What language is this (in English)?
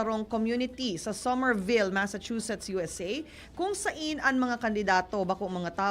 Bikol